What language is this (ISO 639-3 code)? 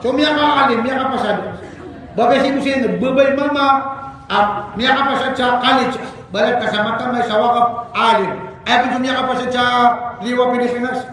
mrw